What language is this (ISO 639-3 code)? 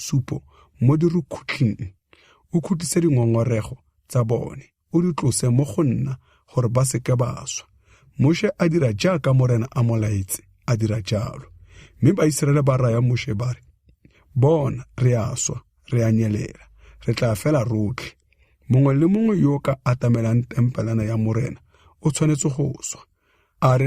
tsn